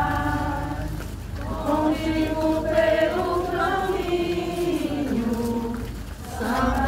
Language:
Portuguese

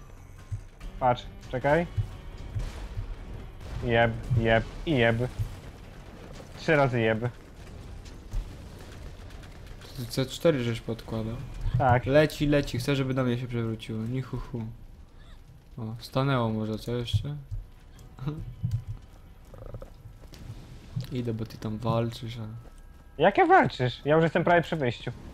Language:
Polish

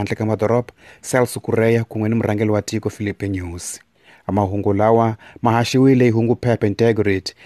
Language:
Tsonga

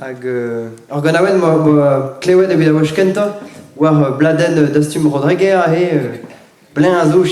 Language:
Breton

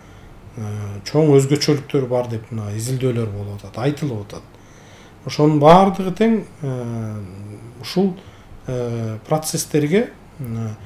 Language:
Kyrgyz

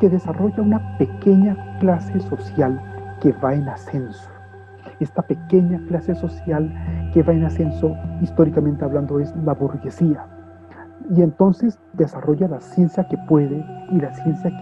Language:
Spanish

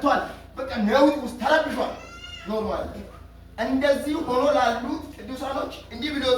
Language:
Amharic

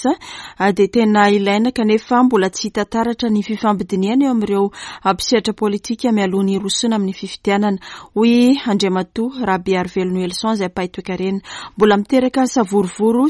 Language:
Malagasy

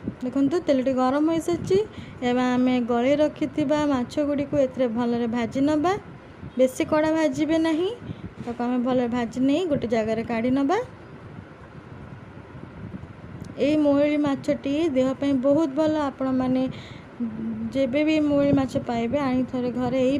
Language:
Odia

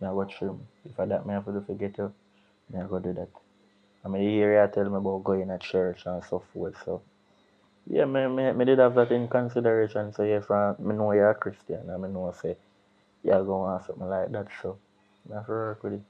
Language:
Jamaican Creole English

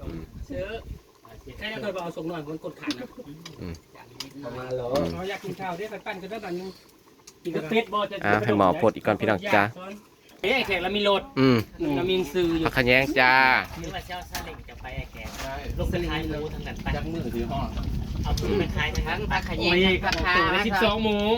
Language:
Northeastern Thai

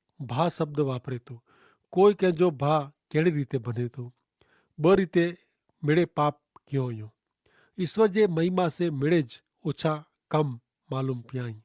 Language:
Kachhi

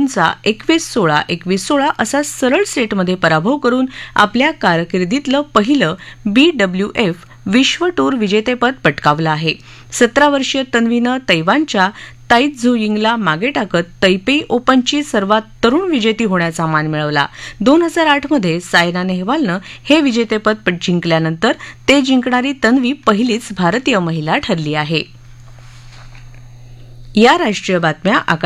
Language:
Marathi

